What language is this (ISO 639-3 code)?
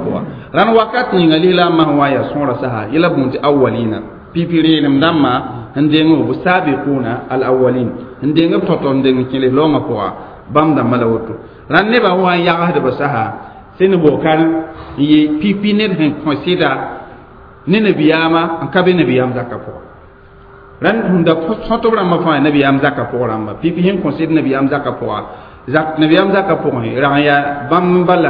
mos